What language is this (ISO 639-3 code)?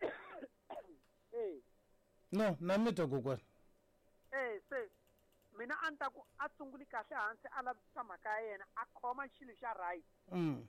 tso